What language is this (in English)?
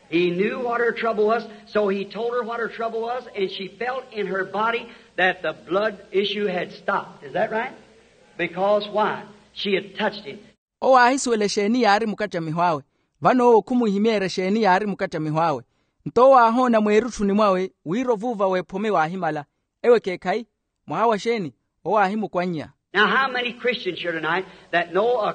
Makhuwa